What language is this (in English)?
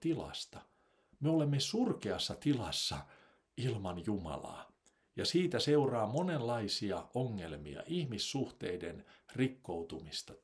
Finnish